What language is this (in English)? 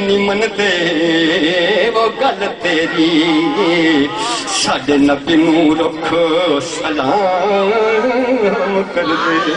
Saraiki